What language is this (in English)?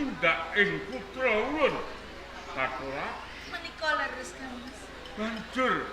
Javanese